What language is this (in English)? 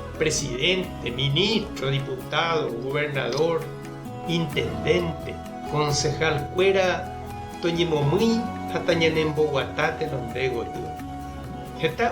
Guarani